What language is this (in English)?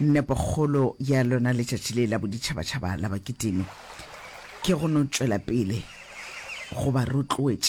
Northern Sotho